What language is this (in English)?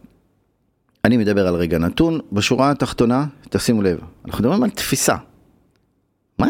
Hebrew